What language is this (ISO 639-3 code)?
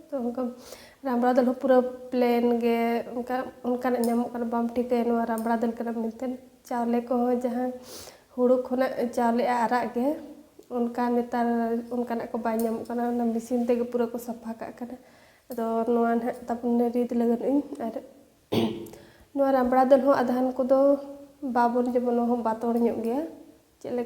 sat